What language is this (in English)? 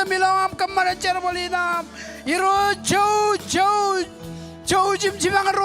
Marshallese